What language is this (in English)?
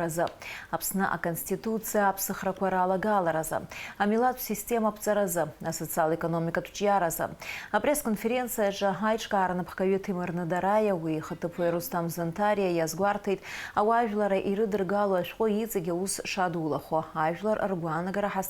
Abkhazian